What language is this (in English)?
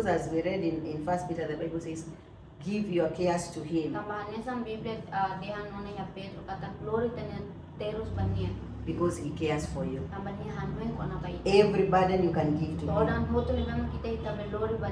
Tetum